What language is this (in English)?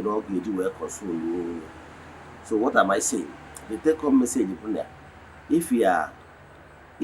Igbo